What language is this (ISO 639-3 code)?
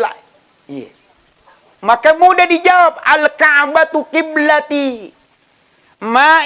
bug